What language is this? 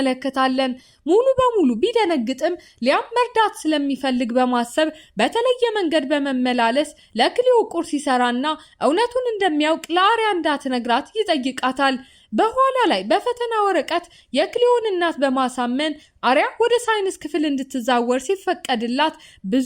Amharic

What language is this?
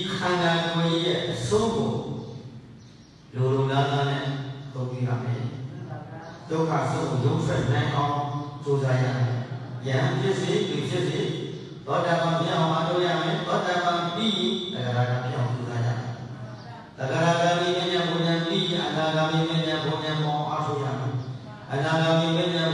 Burmese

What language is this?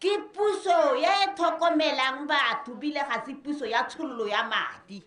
Tswana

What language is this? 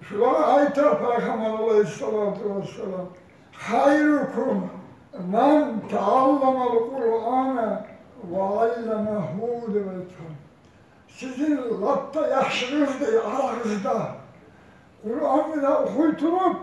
Kumyk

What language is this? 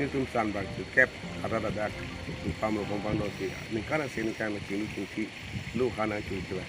Karbi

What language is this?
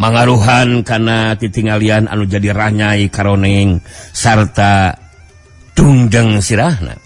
Sundanese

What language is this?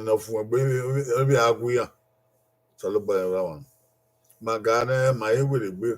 Bini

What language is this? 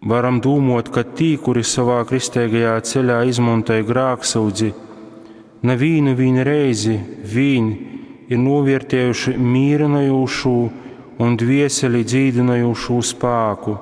Latgalian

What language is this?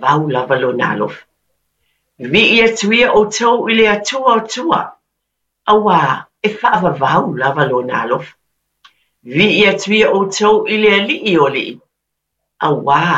Samoan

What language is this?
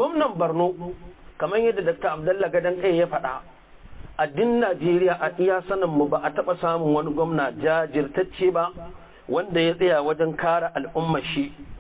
Hausa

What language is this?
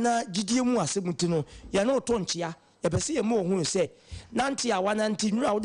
Akan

